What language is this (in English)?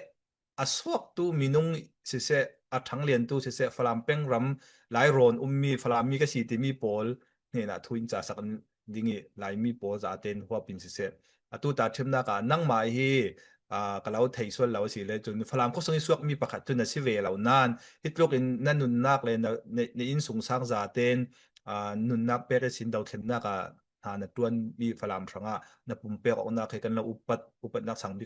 Falam Chin